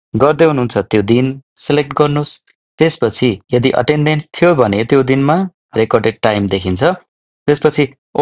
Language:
Nepali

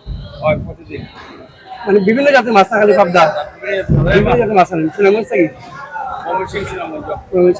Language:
Sylheti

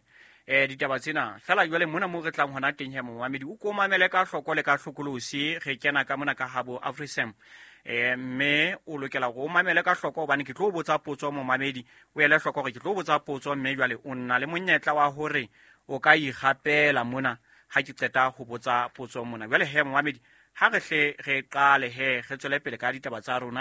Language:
Southern Sotho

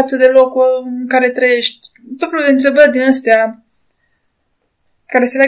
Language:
Romanian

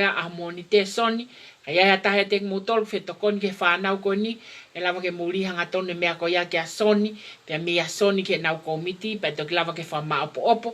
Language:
Tongan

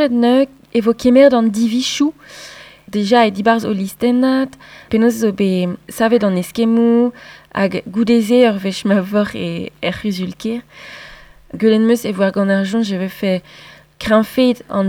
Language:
Breton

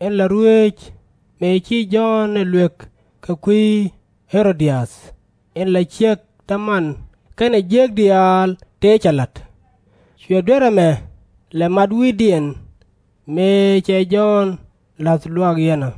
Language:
Nuer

